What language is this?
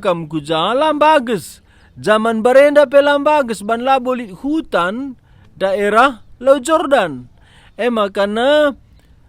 Batak Karo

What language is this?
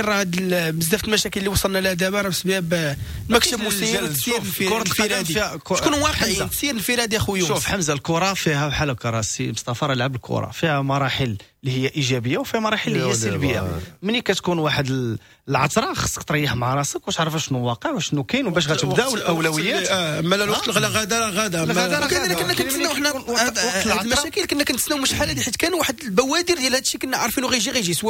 Moroccan Arabic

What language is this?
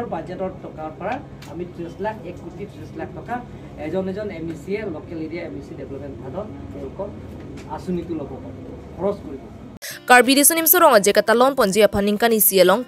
Karbi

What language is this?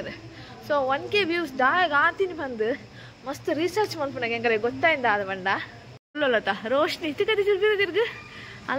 Kannada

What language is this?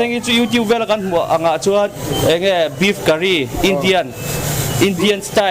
Mizo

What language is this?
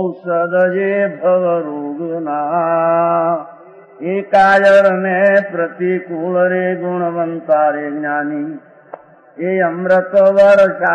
Gujarati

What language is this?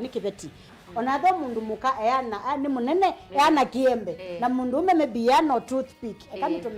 Kamba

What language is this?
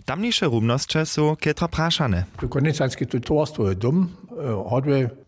Upper Sorbian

